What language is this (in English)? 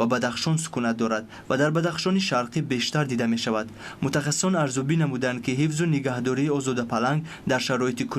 Tajik